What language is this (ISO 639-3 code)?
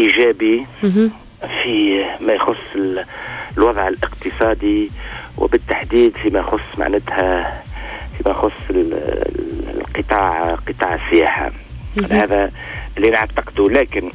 aeb